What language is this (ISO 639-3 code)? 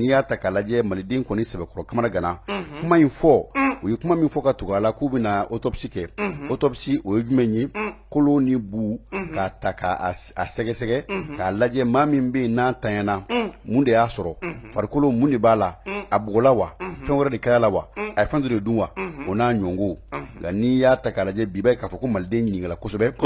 bam